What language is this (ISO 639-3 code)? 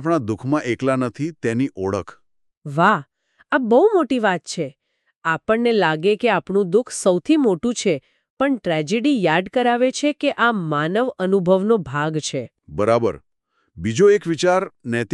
guj